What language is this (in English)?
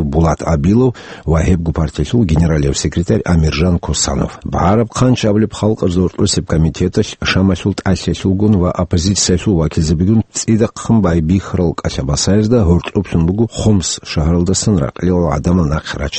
Avaric